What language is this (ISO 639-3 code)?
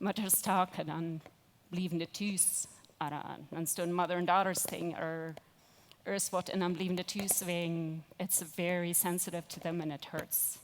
pdt